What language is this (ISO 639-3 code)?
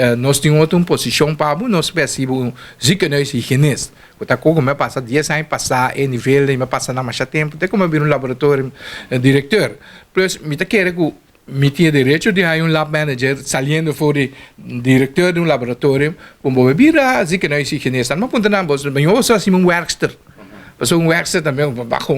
pap